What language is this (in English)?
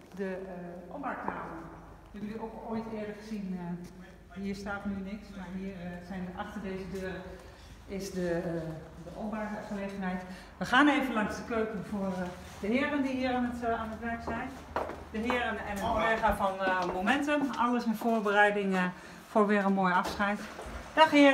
Dutch